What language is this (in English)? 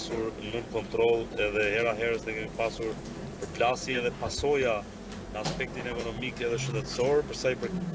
Albanian